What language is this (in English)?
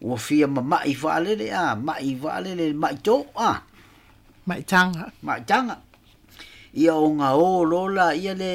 Samoan